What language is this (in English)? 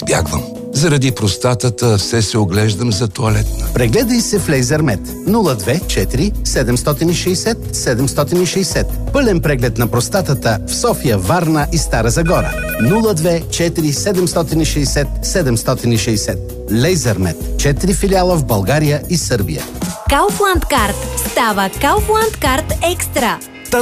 Bulgarian